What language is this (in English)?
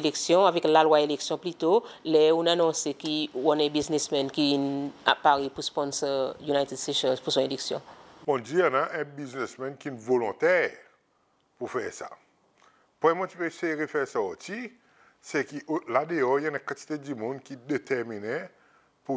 Seselwa Creole French